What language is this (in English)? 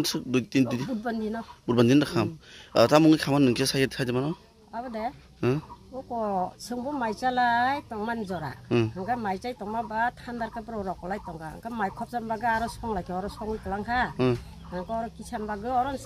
Kok Borok